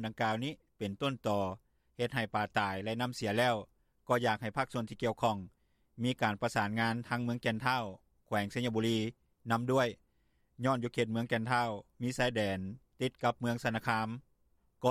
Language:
Lao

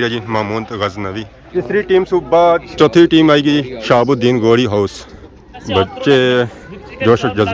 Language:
Pahari-Potwari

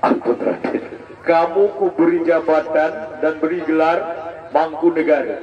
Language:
Sasak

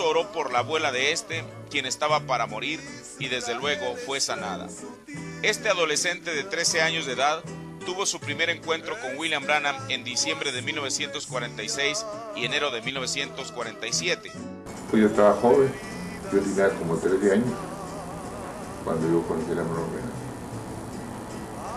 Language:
Spanish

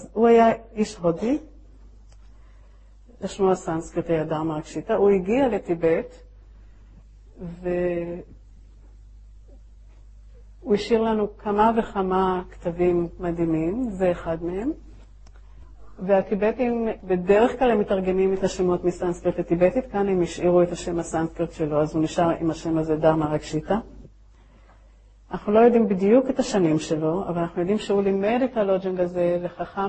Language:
Hebrew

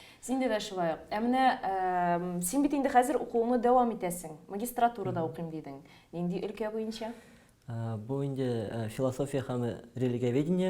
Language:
Tatar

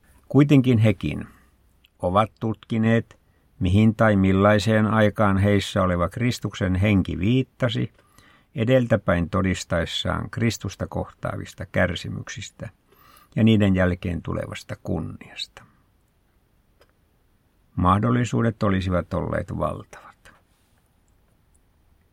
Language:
Finnish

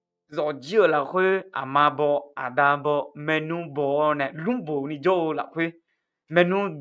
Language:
Akha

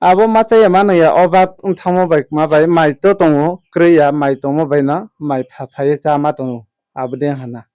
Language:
Riang (India)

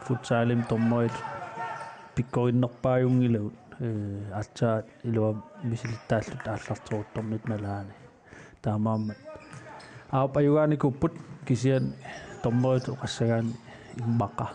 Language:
Kalaallisut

